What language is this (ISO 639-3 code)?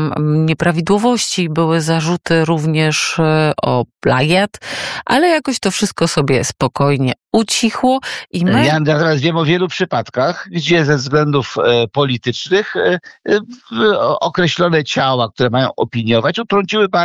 pol